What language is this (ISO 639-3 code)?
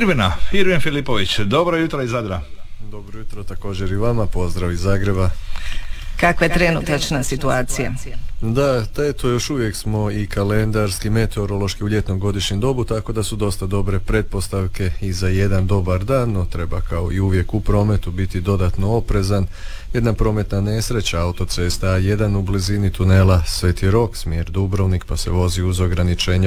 hrv